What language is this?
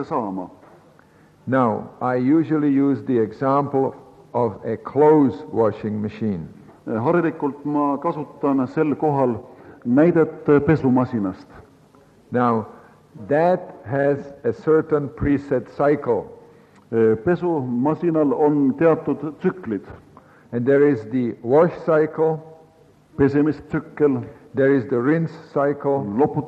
Estonian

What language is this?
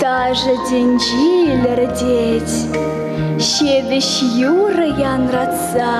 Chuvash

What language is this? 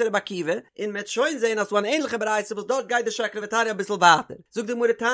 Yiddish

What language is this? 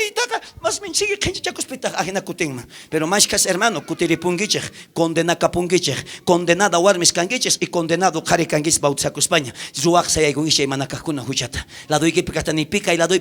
South Bolivian Quechua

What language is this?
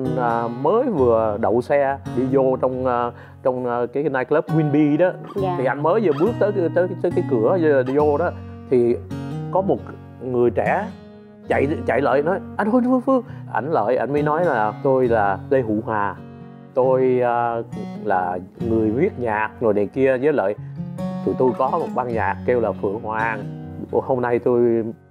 Vietnamese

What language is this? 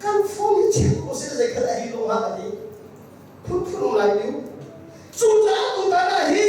Hakha Chin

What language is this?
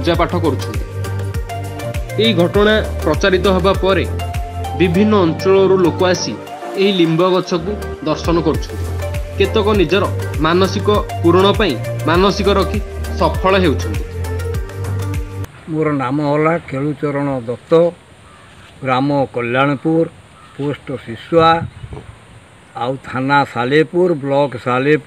Odia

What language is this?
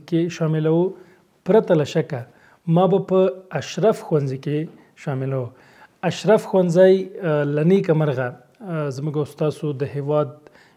Pashto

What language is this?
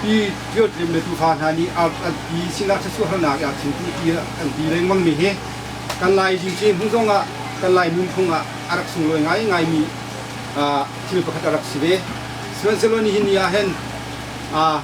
Hakha Chin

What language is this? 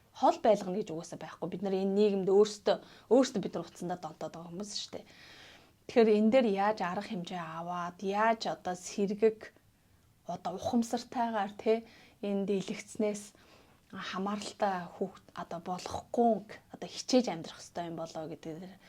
Mongolian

